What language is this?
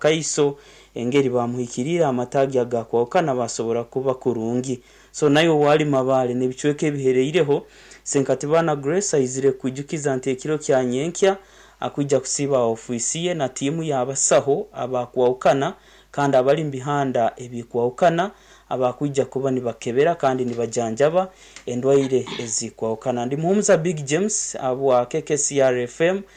Nyankole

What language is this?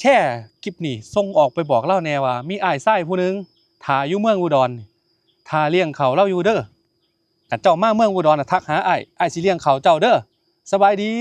Northeastern Thai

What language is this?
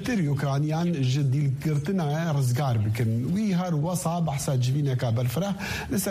Kurdish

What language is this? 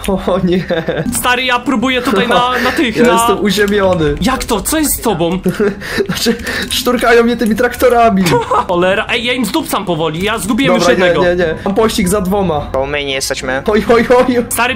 Polish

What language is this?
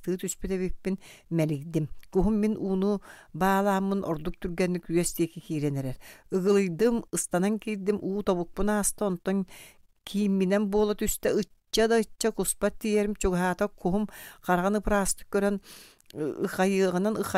Yakut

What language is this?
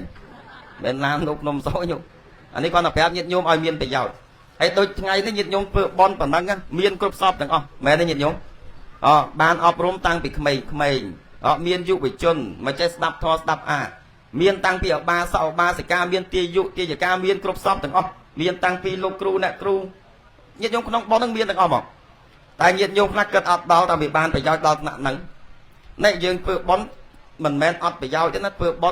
Khmer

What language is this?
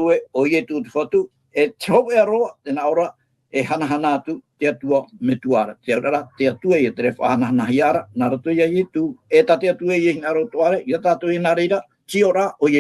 Tahitian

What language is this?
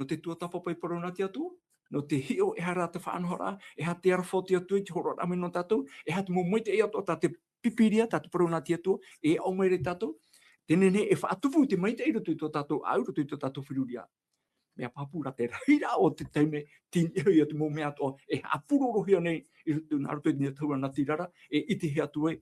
Tahitian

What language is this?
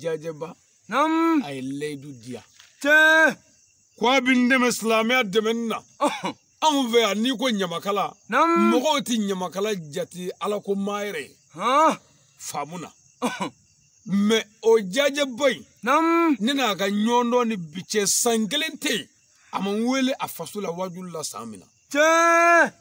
Bambara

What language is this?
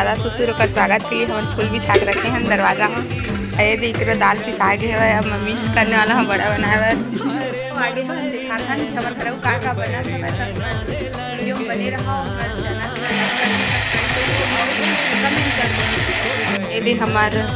Chhattisgarhi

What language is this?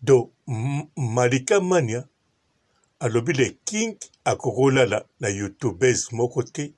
Lingala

